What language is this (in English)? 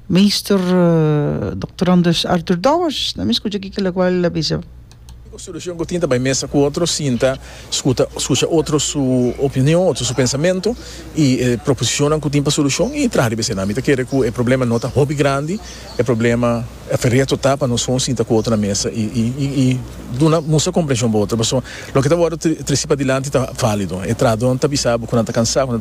Papiamento